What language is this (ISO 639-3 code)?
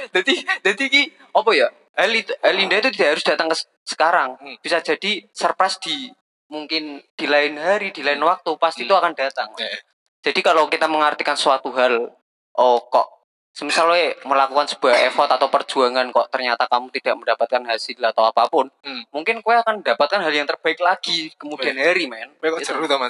ind